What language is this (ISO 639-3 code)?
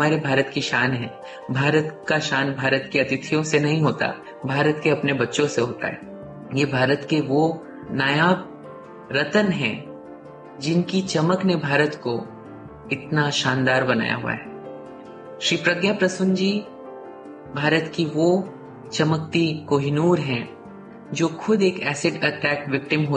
hin